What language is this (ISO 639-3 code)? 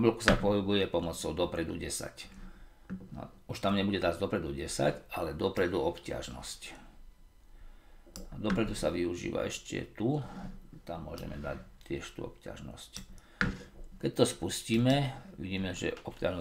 slk